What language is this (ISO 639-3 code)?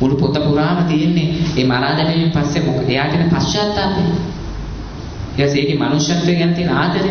sin